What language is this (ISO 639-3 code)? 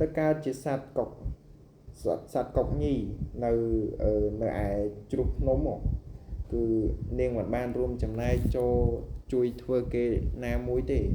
khm